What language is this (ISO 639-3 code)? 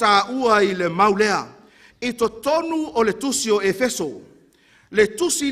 smo